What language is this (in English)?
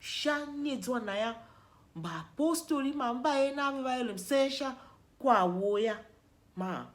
Tiv